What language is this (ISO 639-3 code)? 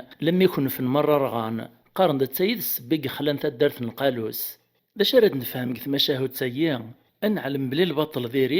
kab